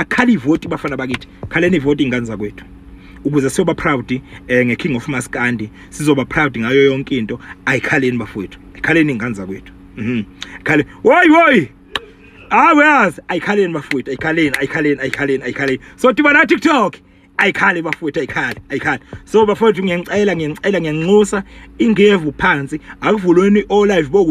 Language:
Zulu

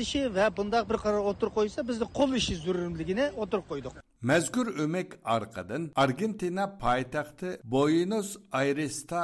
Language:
Uyghur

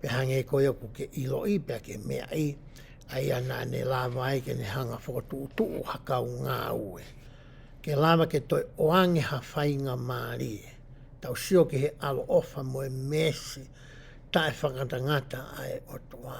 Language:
Tongan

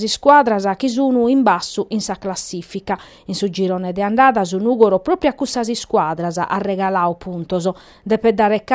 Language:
Sardinian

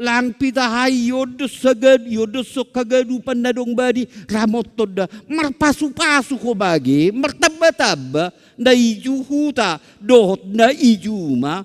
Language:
Batak Simalungun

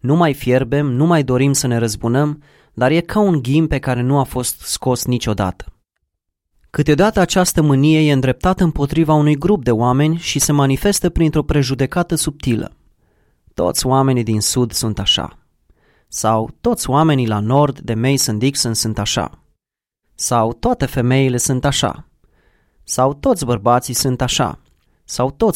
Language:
Romanian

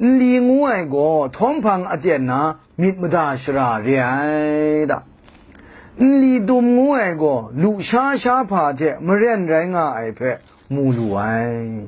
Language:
Kachin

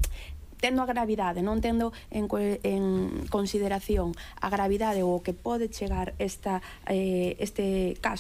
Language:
Galician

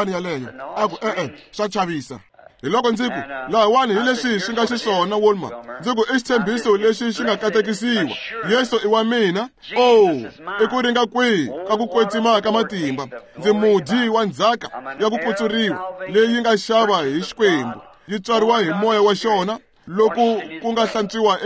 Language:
Tsonga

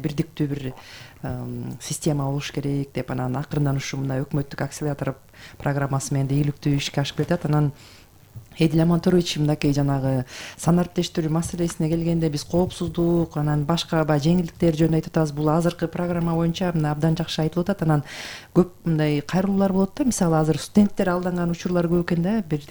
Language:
Kyrgyz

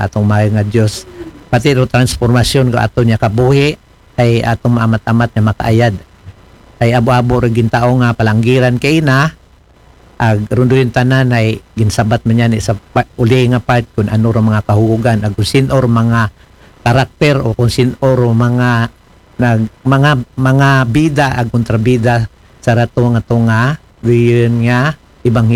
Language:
Aklanon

